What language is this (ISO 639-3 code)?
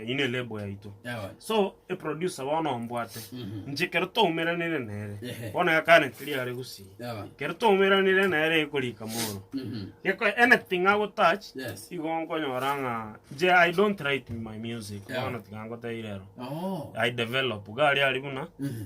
guz